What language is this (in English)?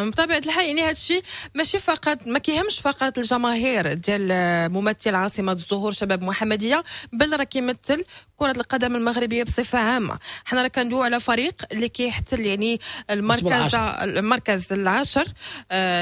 Moroccan Arabic